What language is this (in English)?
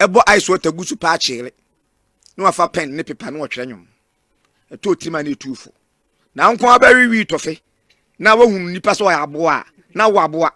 Akan